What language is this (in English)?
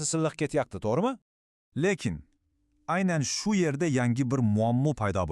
Uzbek